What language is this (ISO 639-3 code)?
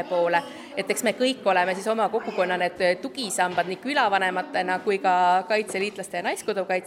est